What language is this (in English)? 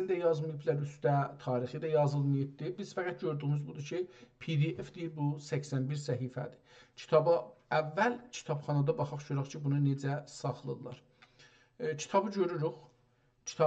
South Azerbaijani